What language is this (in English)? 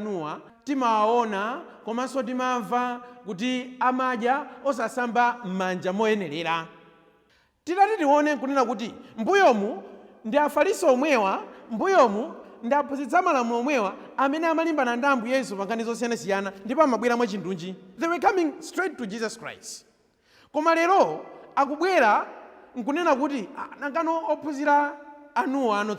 Nyanja